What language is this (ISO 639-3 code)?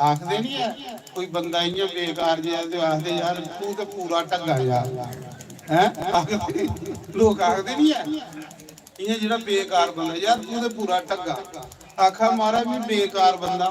doi